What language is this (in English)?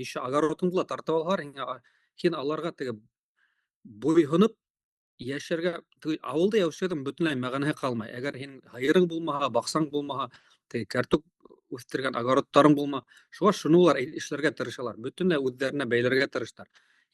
Bashkir